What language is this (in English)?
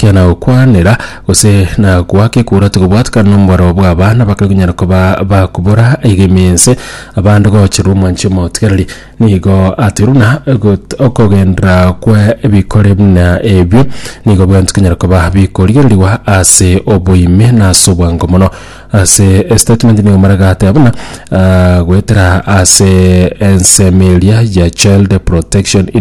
Gusii